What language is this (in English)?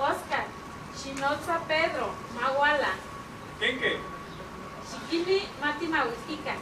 Eastern Huasteca Nahuatl